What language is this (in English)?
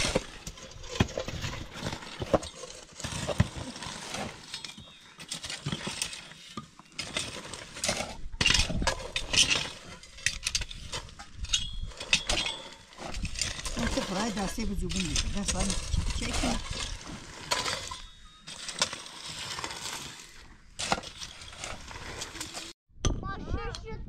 Persian